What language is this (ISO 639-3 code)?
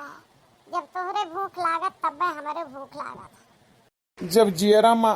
awa